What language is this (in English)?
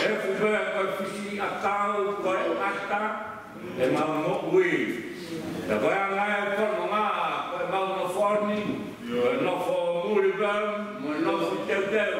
Tongan